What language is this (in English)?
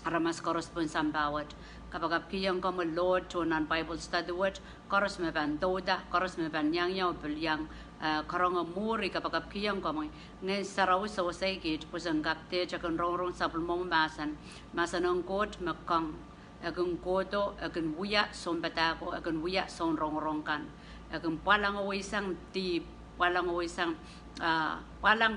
Pohnpeian